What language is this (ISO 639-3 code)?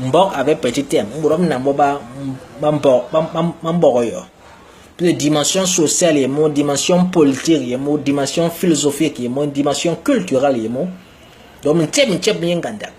bas